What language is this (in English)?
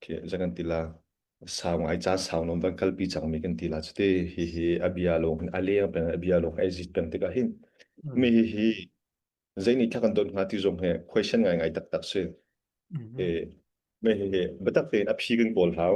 Hakha Chin